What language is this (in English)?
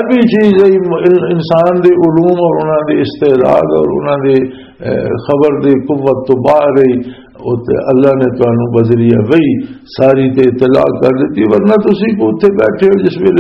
Western Panjabi